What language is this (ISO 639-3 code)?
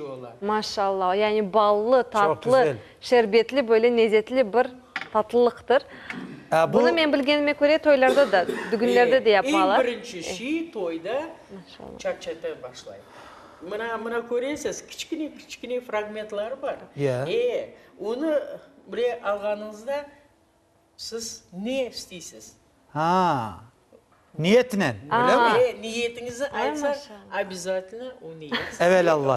crh